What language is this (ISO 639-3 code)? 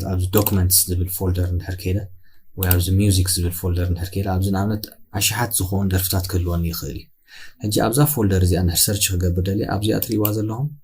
tir